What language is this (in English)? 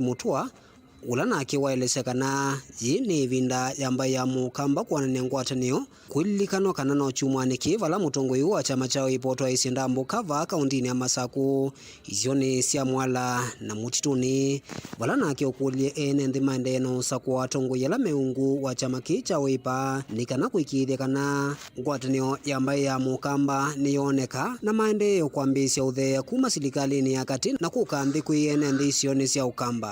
Kamba